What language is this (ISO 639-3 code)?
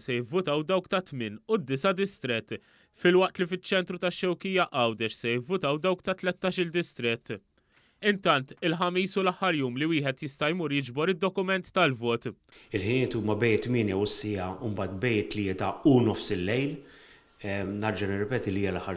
mlt